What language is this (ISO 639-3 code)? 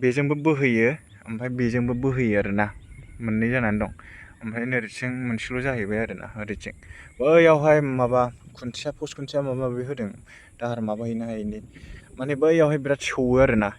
brx